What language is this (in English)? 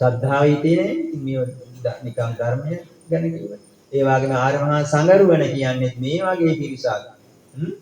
Sinhala